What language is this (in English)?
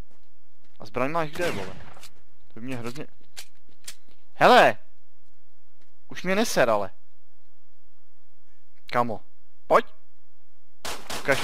Czech